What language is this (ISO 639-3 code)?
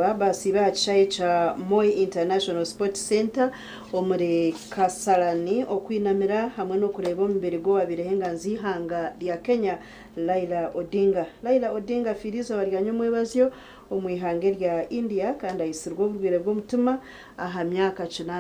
nyn